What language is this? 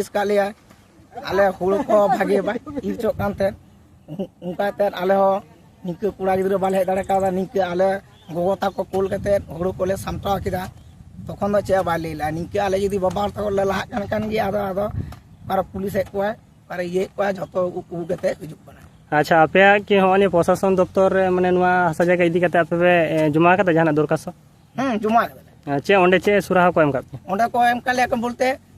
Santali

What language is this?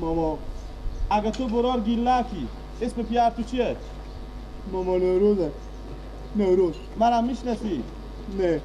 Persian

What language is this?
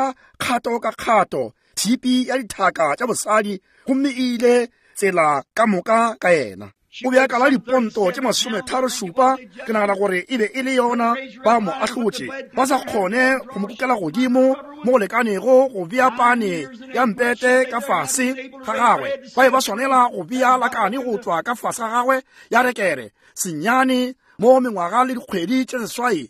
Northern Sotho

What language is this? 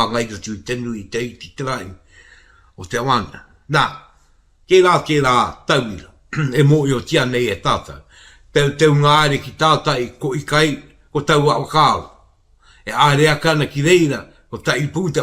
Māori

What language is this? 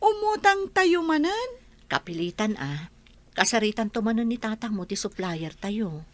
Iloko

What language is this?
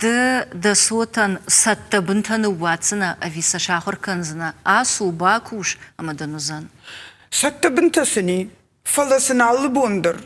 Ossetic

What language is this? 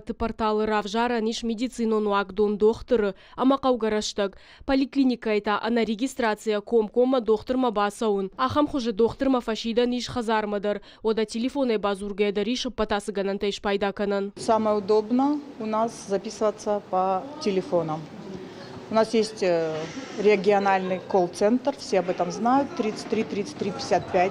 Ossetic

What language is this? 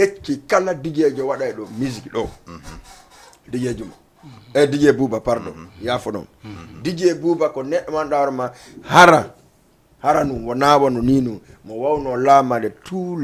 Fula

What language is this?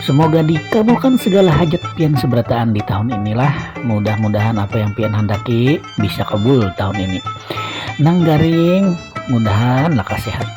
Banjar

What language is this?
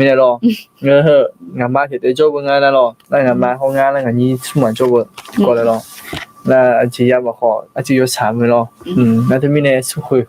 Akha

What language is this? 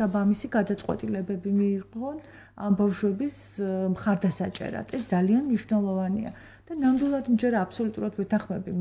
Georgian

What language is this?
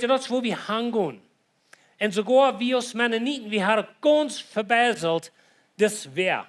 Plautdietsch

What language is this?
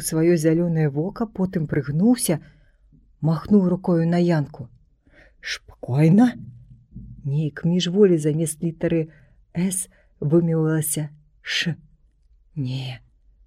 Belarusian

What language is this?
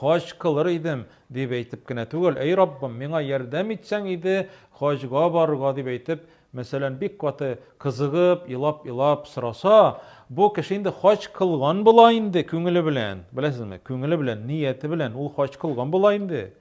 Tatar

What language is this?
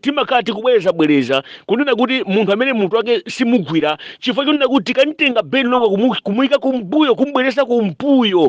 Nyanja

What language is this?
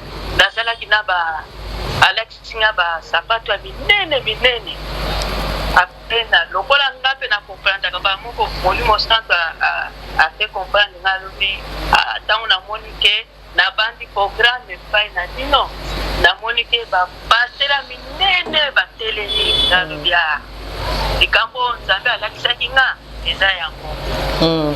Lingala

